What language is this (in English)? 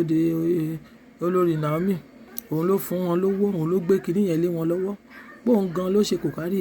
Yoruba